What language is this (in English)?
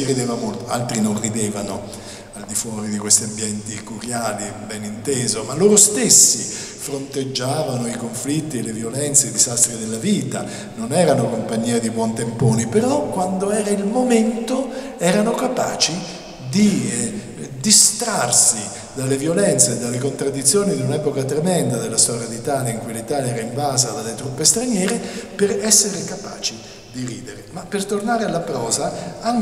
Italian